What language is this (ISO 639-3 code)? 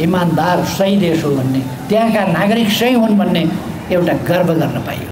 nep